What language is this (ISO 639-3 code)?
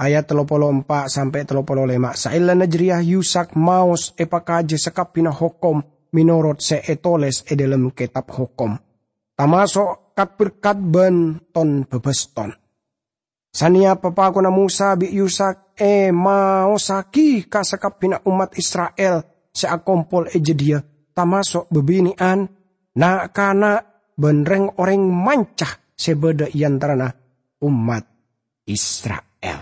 mad